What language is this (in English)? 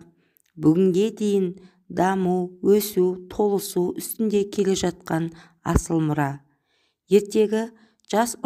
Kazakh